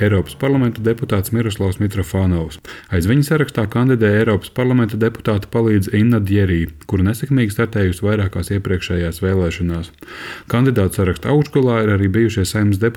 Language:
Latvian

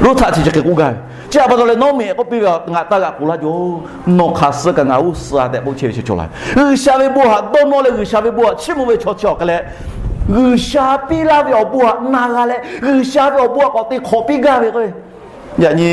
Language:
Lahu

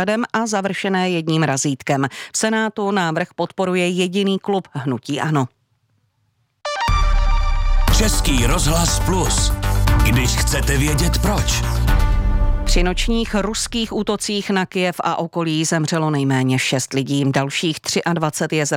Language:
Czech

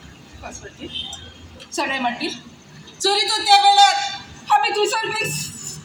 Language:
Konkani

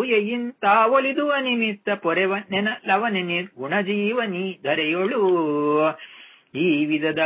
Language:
Kannada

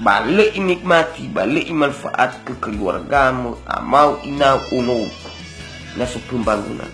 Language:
Nias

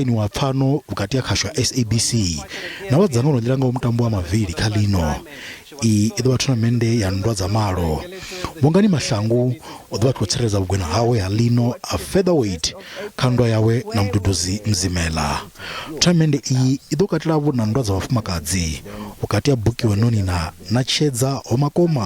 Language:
Venda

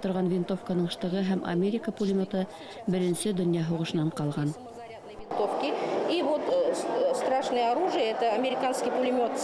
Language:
Bashkir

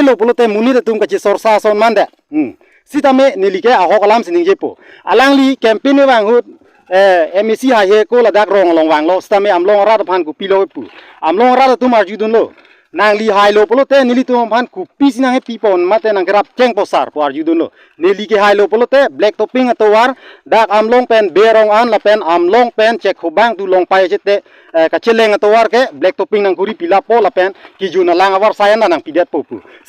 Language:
Karbi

